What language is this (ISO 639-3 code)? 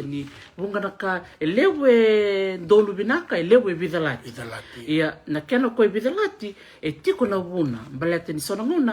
fij